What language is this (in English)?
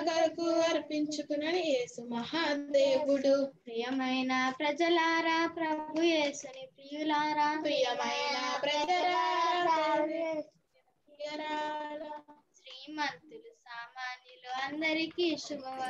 Telugu